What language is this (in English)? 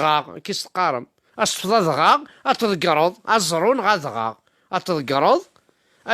Kabyle